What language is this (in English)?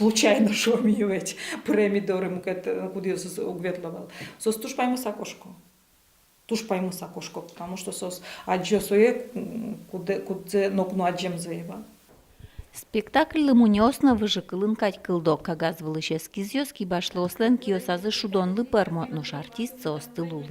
Udmurt